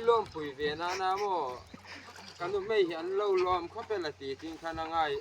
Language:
Hmar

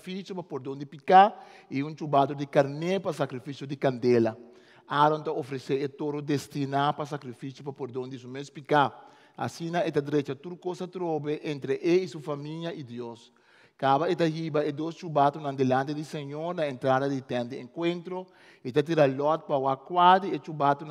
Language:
Papiamento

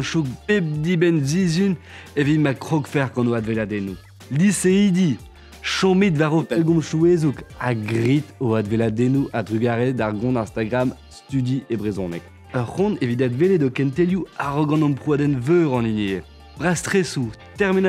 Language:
Breton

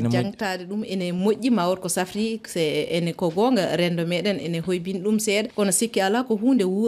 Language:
Fula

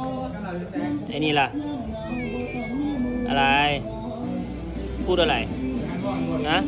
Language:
Lao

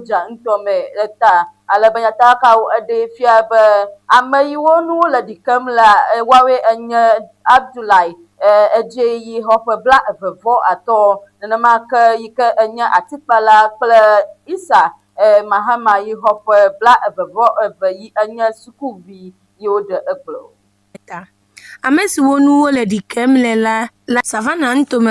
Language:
Ewe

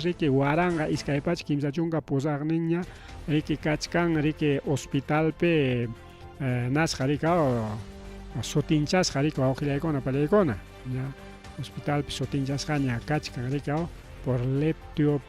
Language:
Ayacucho Quechua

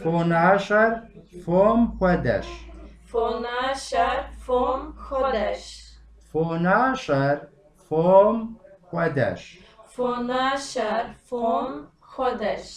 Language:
Kabardian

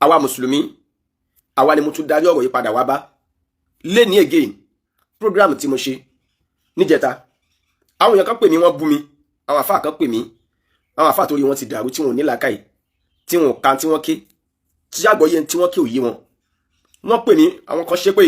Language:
Yoruba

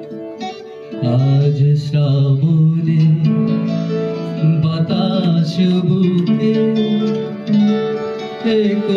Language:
Bangla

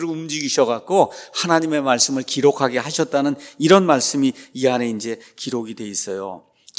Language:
Korean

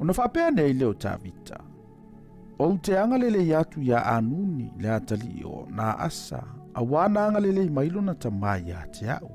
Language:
Samoan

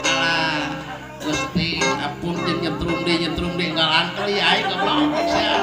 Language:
Sundanese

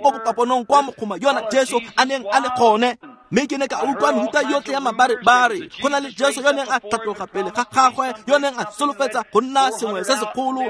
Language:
Tswana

